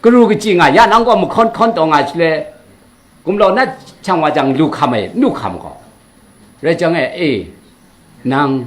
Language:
Kachin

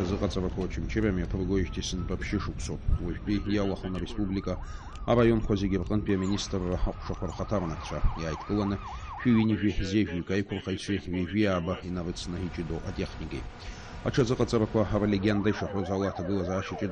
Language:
Abkhazian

